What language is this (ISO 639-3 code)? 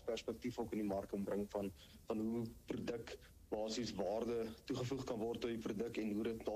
afr